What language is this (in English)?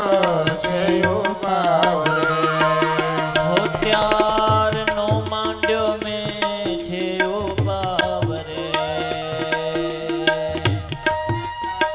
Gujarati